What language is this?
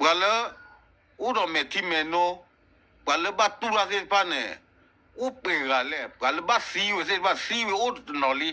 S'gaw Karen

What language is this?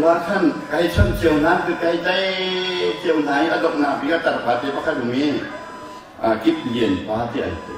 Hakha Chin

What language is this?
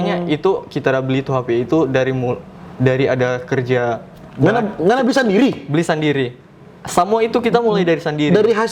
Manado Malay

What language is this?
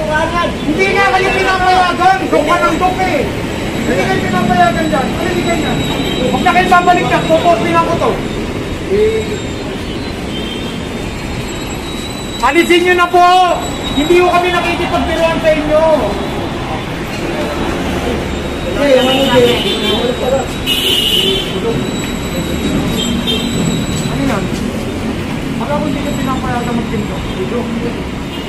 Filipino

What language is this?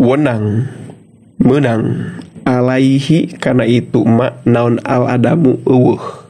Sundanese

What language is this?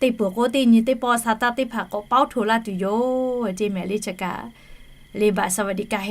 Lahu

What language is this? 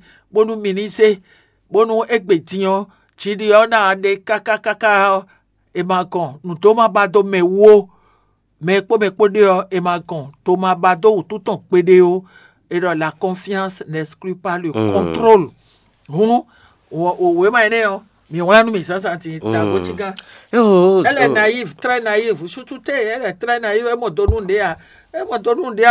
Fon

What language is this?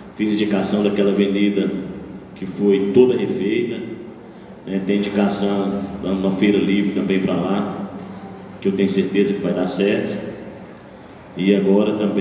Portuguese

